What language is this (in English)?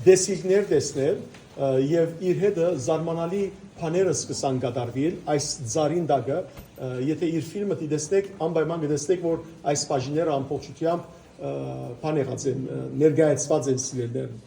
Western Armenian